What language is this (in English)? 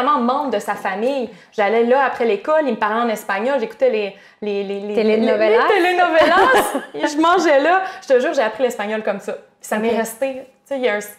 French